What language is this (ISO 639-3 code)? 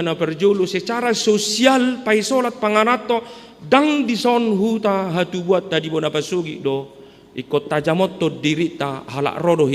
bbc